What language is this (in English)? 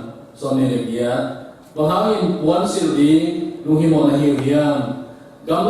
Tedim Chin